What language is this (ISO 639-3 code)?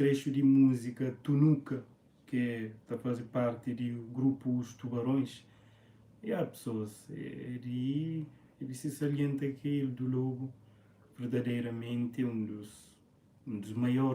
kea